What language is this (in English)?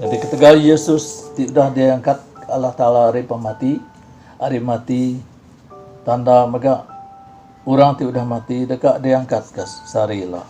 Iban